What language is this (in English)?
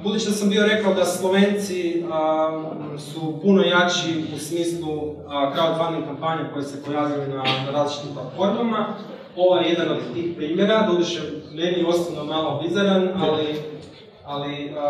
Croatian